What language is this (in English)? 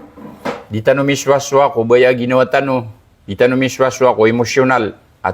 Maranao